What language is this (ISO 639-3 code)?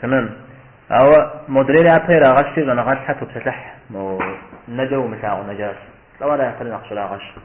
kbd